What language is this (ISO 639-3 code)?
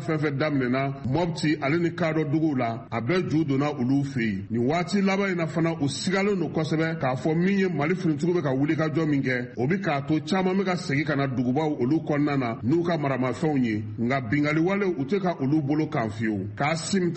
bam